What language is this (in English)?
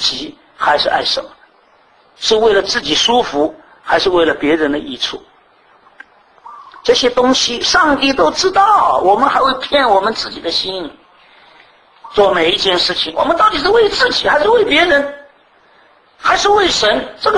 Chinese